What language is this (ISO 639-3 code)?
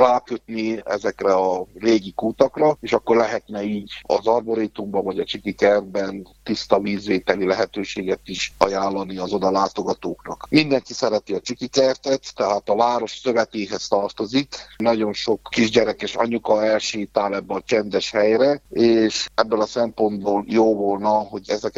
hun